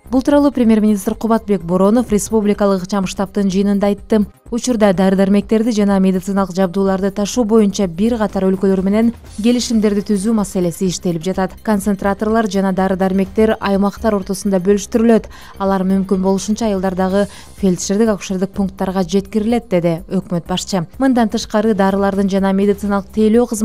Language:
Kyrgyz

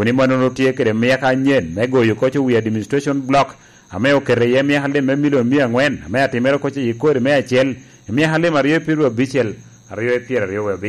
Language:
Lango (Uganda)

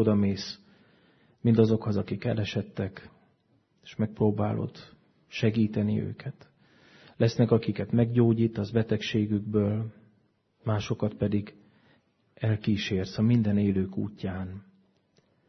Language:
Hungarian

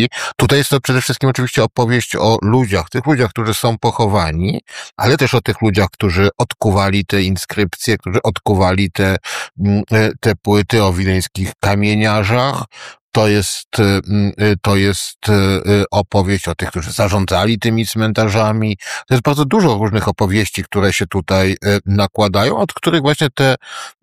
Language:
Polish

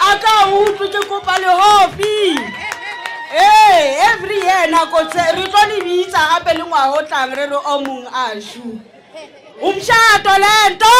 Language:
Northern Sotho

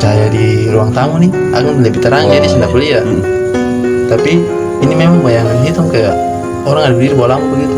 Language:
Ambonese Malay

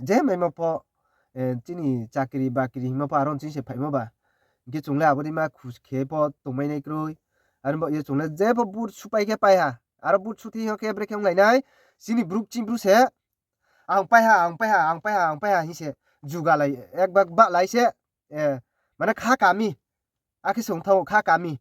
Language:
Riang (India)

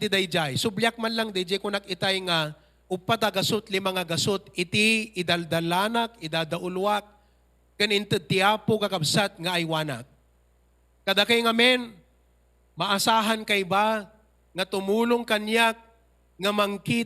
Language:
Iloko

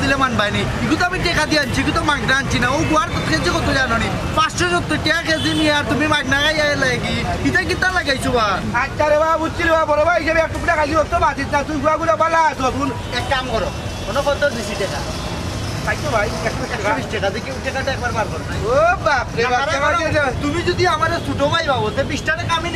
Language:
Sylheti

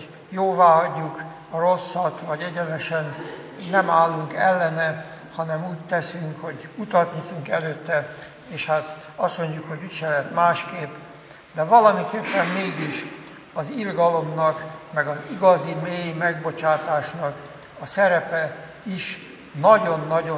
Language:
Hungarian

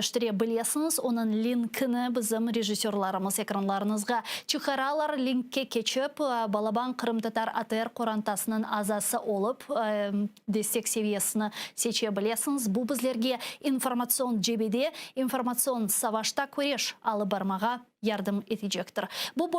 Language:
Crimean Tatar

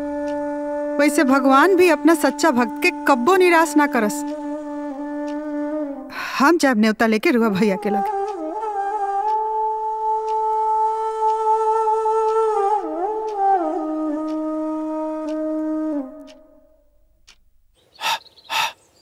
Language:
Bhojpuri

